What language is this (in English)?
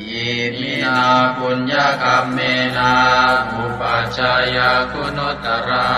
Pali